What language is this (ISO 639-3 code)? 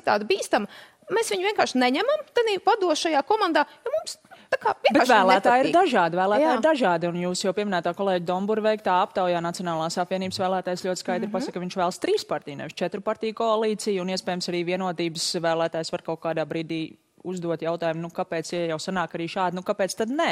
lav